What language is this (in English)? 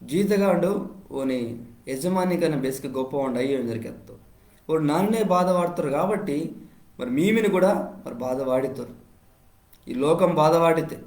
Koya